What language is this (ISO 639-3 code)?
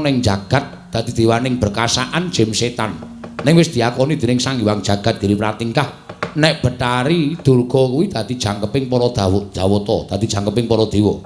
jav